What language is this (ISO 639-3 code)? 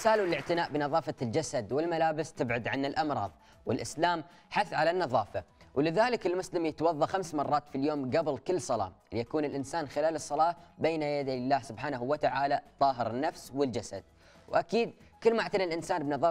ara